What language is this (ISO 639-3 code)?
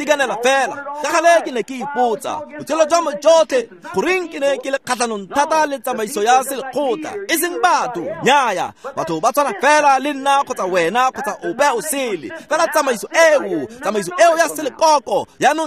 tsn